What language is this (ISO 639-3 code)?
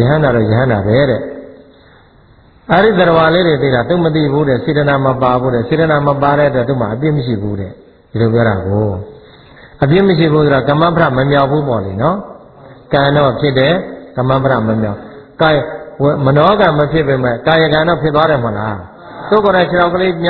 mya